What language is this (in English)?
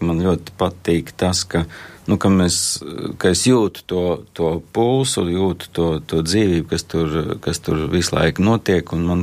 Latvian